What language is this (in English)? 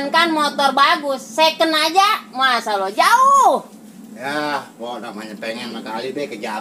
Betawi